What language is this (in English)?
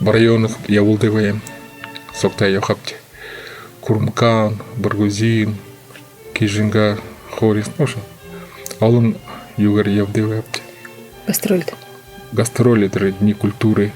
Buriat